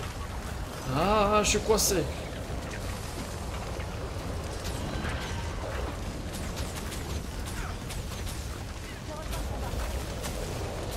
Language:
French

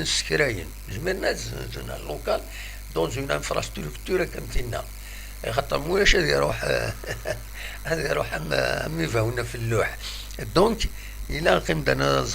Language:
Kabyle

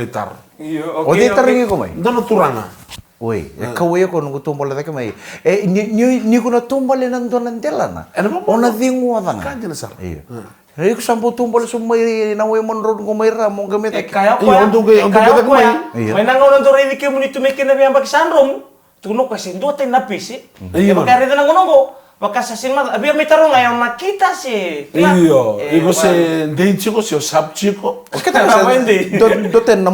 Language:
Fijian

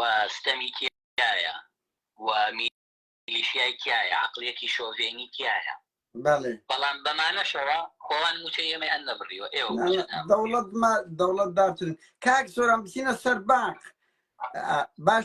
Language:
Central Kurdish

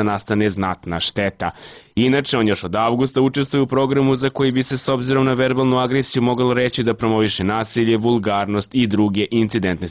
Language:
Serbian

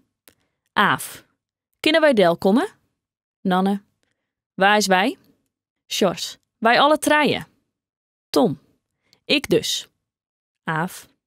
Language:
Western Frisian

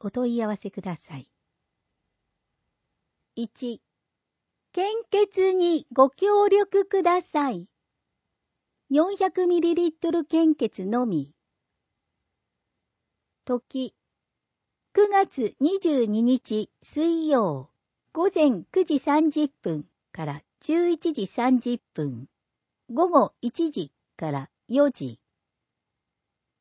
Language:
Japanese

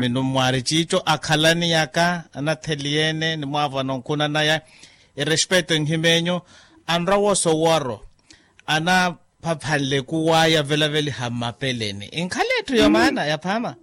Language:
Makhuwa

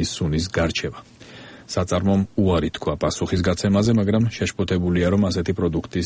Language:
Georgian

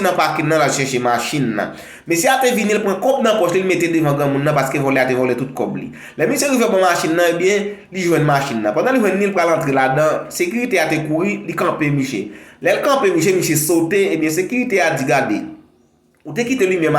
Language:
Haitian Creole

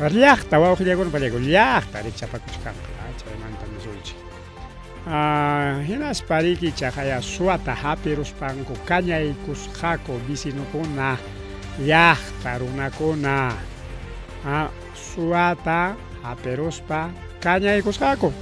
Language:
Ayacucho Quechua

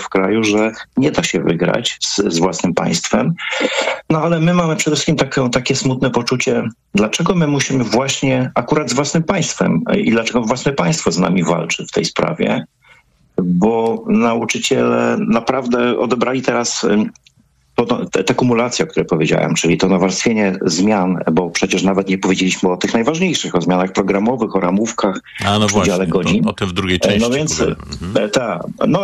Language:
Polish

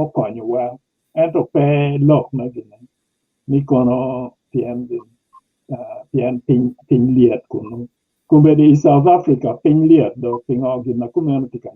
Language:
Acoli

